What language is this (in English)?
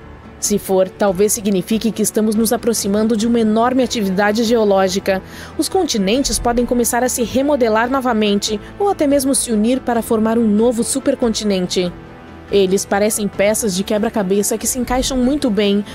Portuguese